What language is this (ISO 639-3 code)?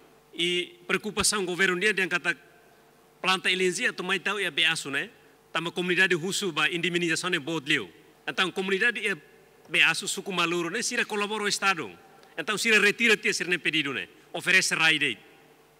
tet